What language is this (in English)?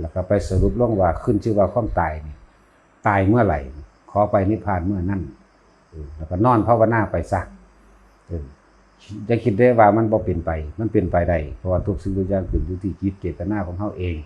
Northeastern Thai